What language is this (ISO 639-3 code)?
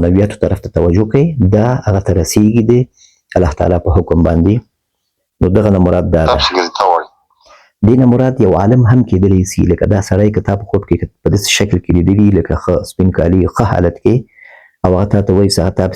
pus